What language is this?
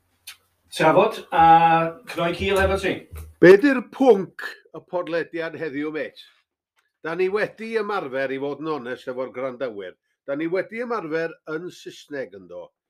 Welsh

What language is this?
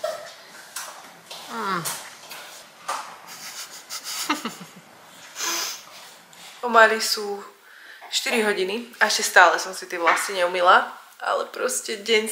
Slovak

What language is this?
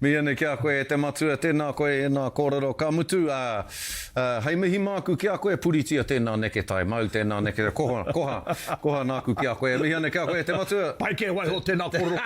Māori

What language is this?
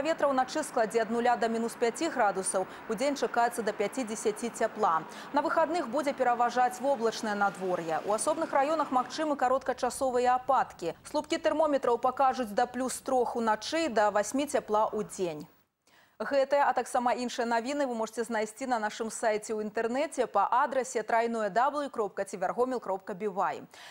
Belarusian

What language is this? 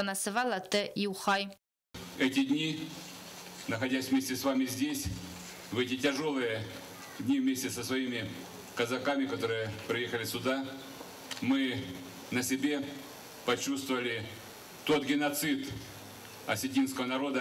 Ossetic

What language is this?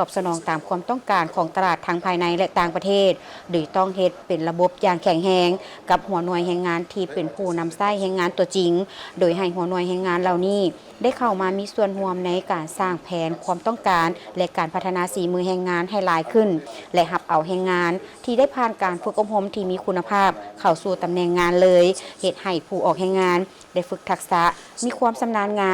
Lao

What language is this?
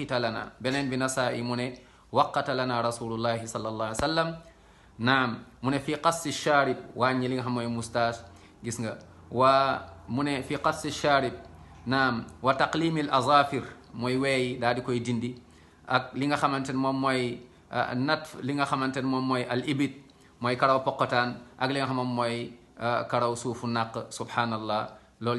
Wolof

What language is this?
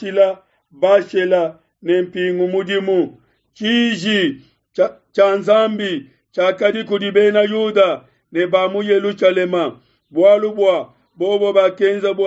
Luba-Lulua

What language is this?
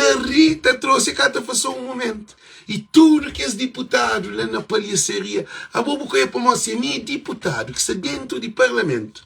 Kabuverdianu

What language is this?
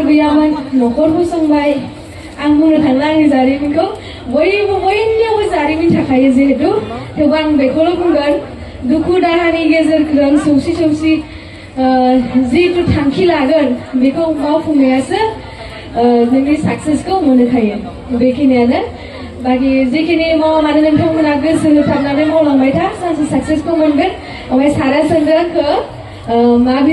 Bodo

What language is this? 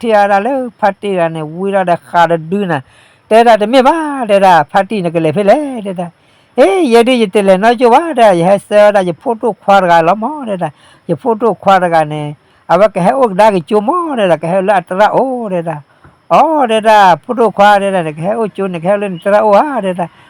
S'gaw Karen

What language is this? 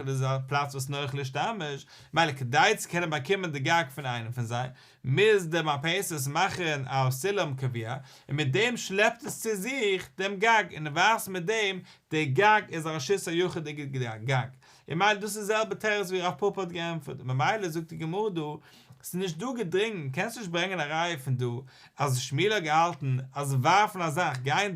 Yiddish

